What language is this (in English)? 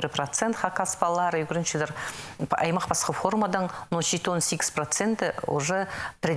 Khakas